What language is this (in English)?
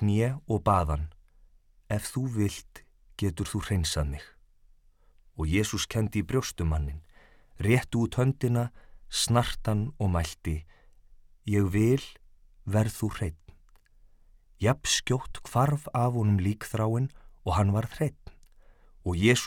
Icelandic